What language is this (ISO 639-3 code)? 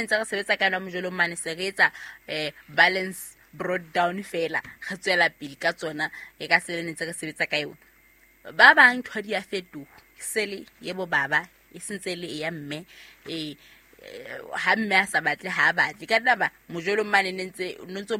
sot